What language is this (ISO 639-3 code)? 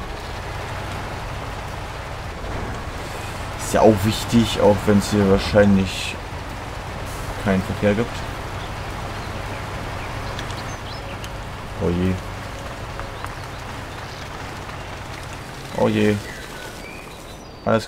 deu